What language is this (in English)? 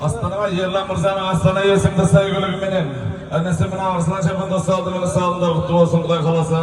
Kazakh